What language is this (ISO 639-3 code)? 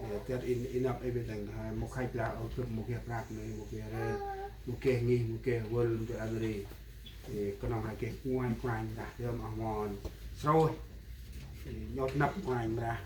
cmo